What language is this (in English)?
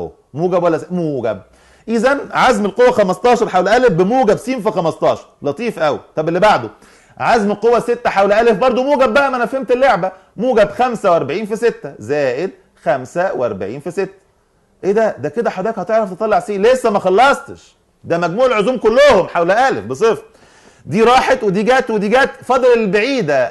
Egyptian Arabic